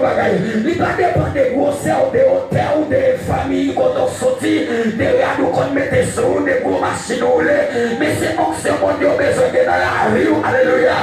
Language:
Haitian Creole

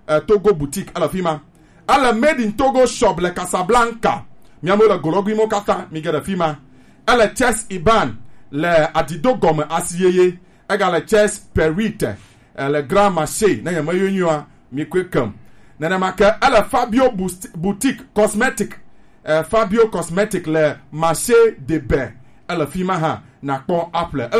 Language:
Gen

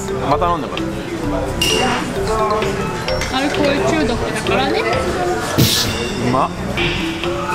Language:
Japanese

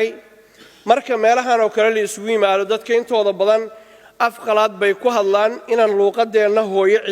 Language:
Somali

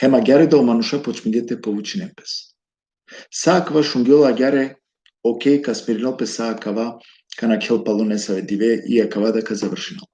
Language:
Balkan Romani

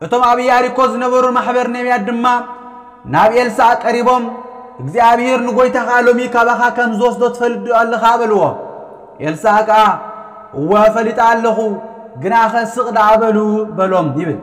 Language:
Tigrinya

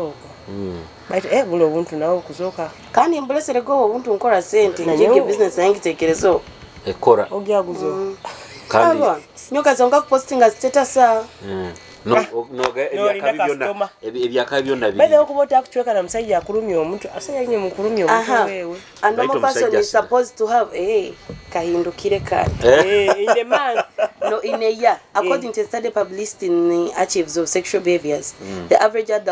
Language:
Nyoro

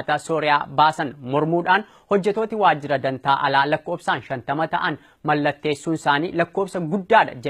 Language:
Oromo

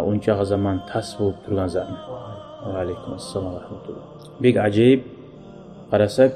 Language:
Kumyk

